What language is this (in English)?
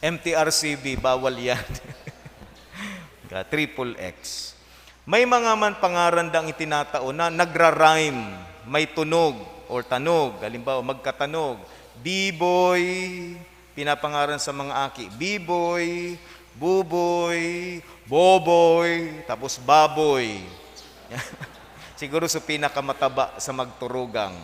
Bikol